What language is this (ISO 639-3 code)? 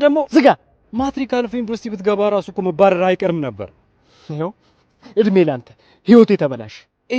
amh